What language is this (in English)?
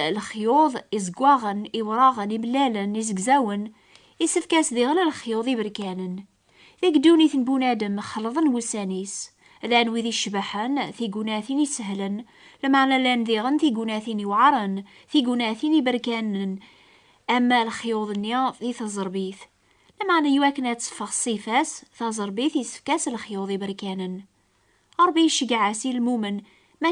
Kabyle